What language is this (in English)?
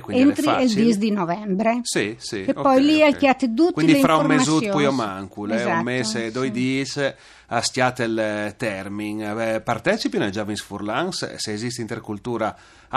Friulian